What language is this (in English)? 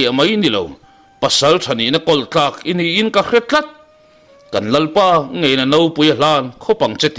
Mizo